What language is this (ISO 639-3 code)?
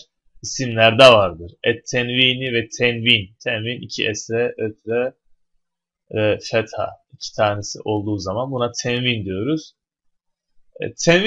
tur